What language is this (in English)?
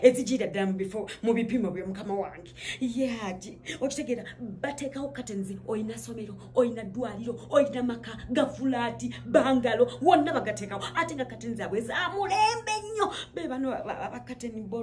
Ganda